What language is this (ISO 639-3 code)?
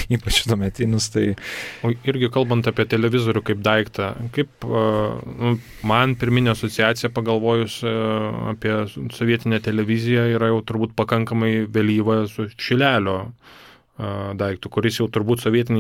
lit